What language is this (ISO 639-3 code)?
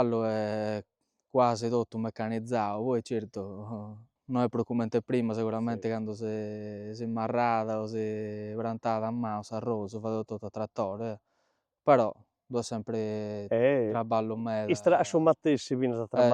srd